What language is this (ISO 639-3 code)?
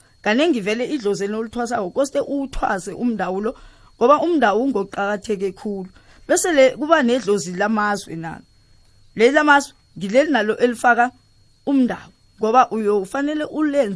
nbl